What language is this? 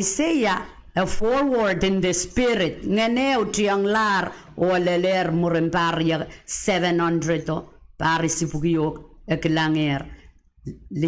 Pohnpeian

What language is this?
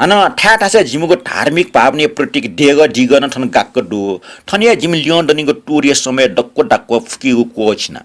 Newari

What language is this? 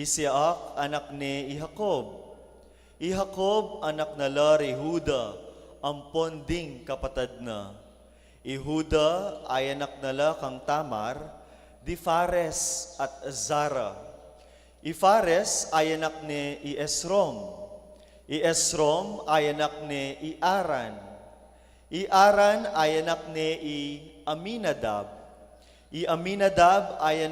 Pampanga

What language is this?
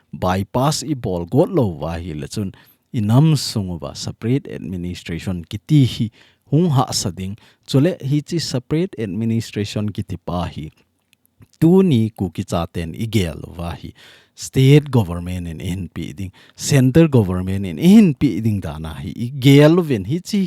Thado Chin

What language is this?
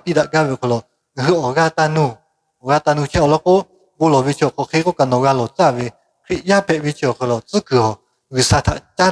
Lahu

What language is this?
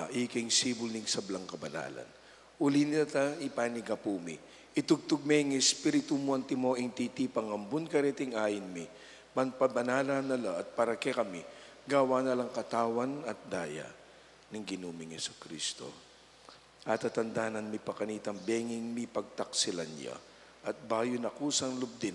Pampanga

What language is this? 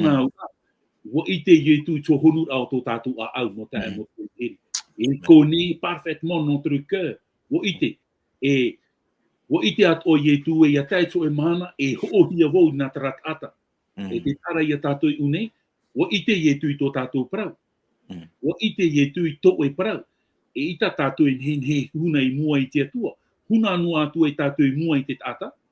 Tahitian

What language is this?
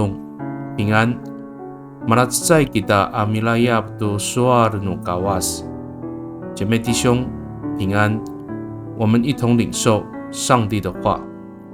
Amis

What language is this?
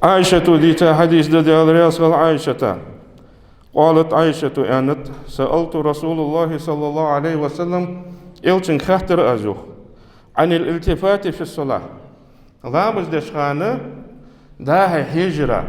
Ingush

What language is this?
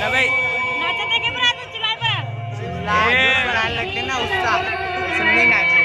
Chhattisgarhi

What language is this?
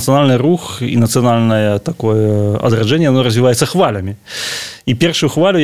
Belarusian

